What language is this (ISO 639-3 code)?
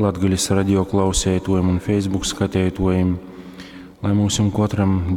ltg